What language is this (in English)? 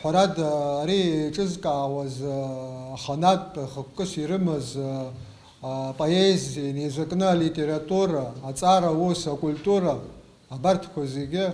Abkhazian